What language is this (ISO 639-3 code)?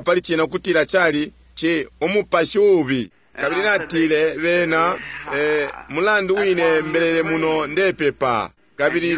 bem